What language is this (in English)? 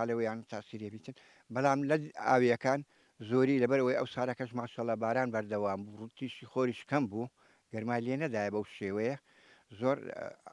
Central Kurdish